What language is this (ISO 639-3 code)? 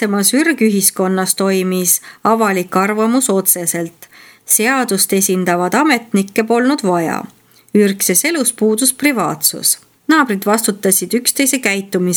est